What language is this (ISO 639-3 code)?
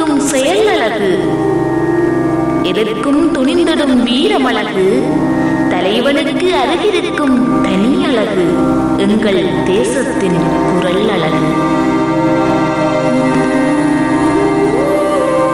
tam